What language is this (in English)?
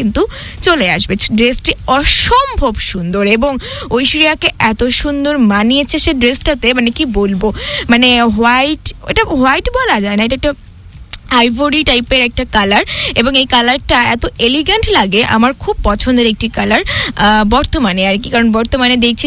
Bangla